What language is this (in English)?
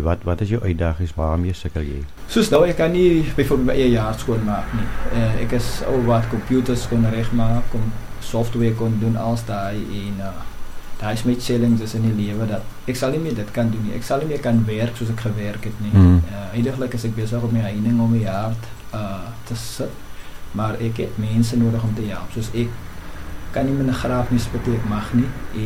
Afrikaans